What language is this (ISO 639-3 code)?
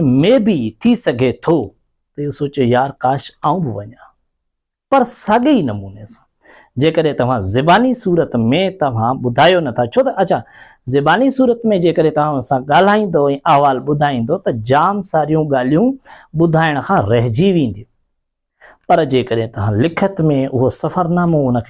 snd